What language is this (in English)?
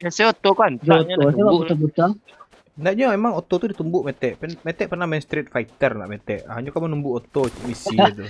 Minangkabau